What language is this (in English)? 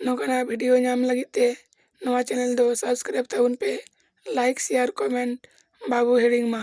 Santali